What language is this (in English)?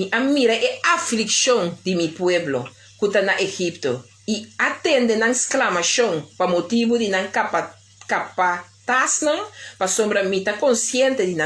Papiamento